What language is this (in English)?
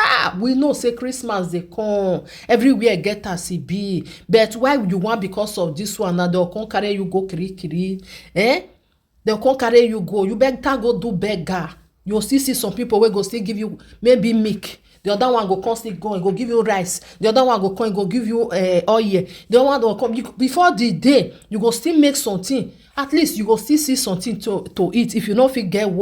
Nigerian Pidgin